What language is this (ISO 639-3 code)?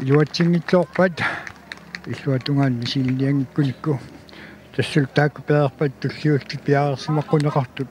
kal